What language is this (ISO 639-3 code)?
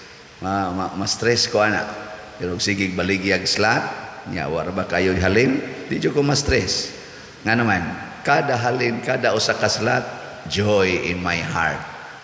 ceb